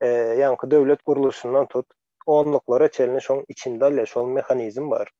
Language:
Turkmen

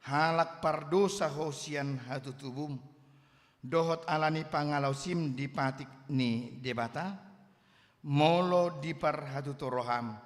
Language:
Batak Toba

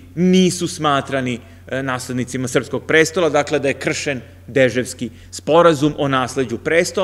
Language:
Serbian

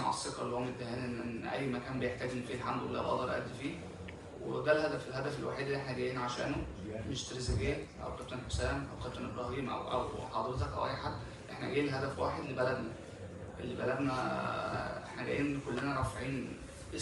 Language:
Egyptian Arabic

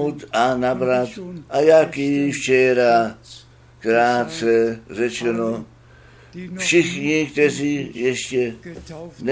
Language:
Czech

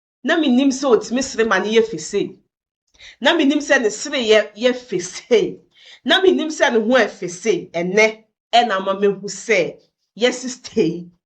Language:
Akan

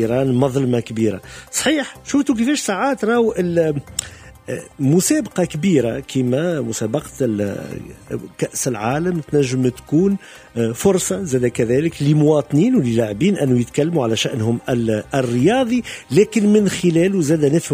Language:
Tunisian Arabic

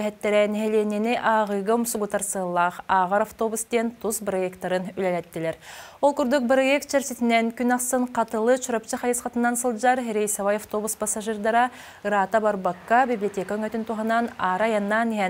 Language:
Yakut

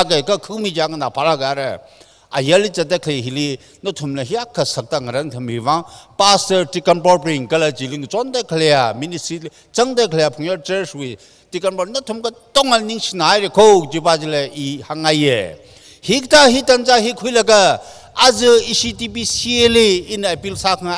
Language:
Tangkhul Naga (India)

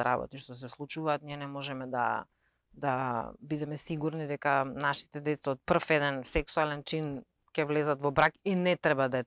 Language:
Macedonian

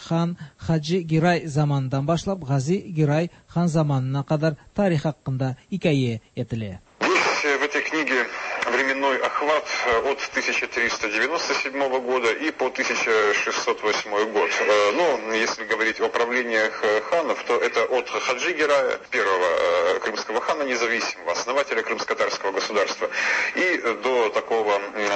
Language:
Tatar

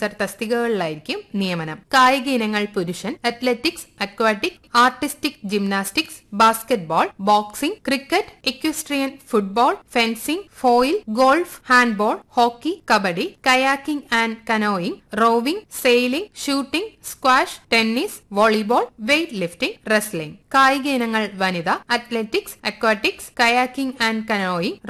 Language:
Malayalam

